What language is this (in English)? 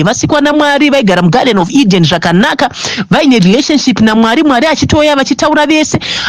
Shona